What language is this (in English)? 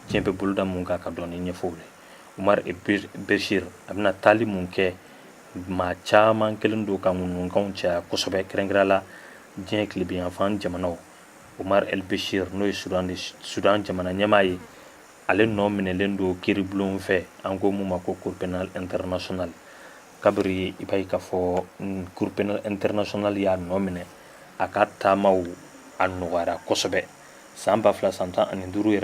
Bambara